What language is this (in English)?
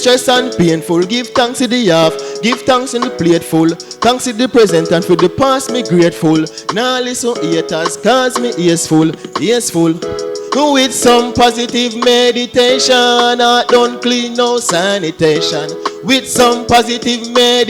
Jamaican Creole English